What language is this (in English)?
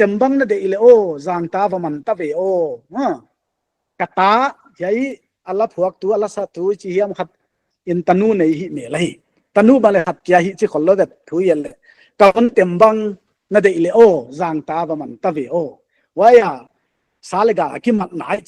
Paite Chin